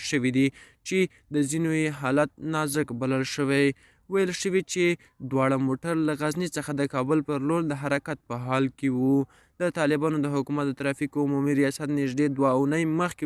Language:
Pashto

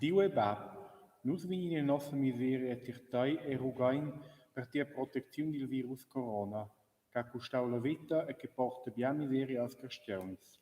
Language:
Romansh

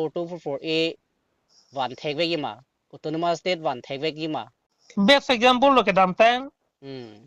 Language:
Karbi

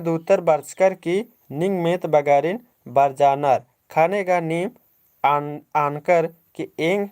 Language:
Kurukh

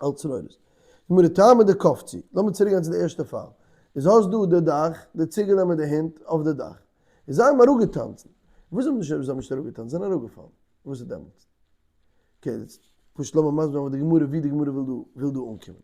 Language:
Yiddish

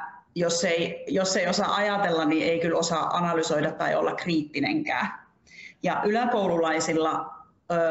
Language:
Finnish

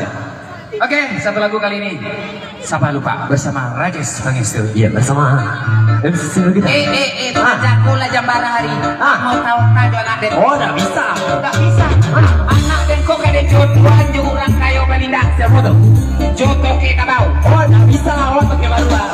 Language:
Minangkabau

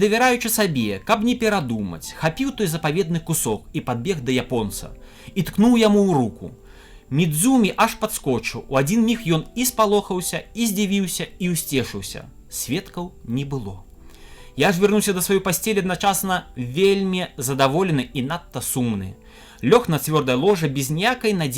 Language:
Belarusian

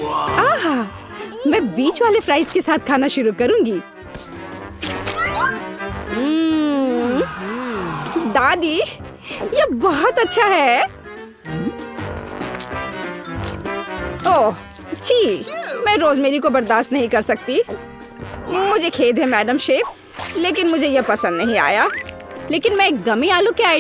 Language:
Hindi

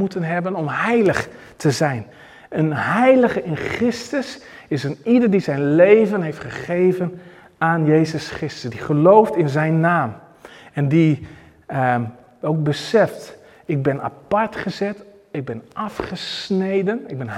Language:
Dutch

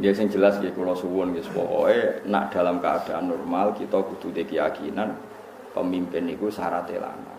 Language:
Javanese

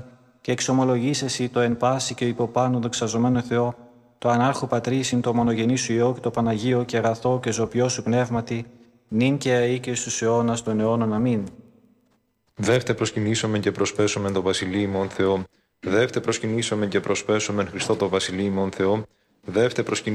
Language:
Greek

